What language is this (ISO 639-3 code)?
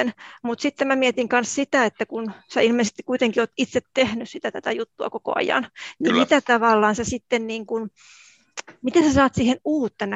fin